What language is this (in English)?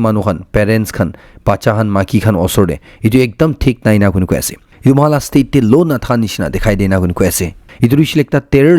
Naga Pidgin